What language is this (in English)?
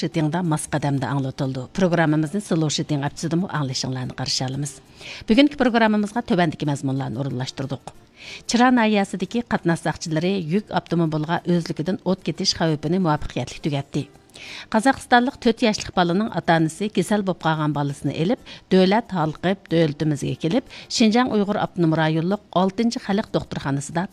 Uyghur